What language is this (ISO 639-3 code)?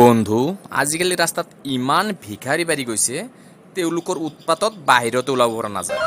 asm